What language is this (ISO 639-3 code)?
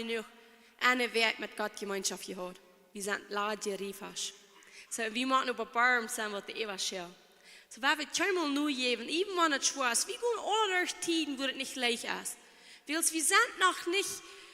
pdt